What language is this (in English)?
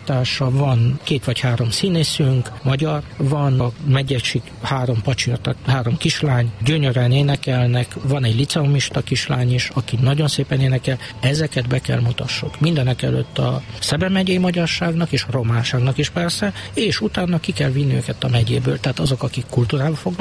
Hungarian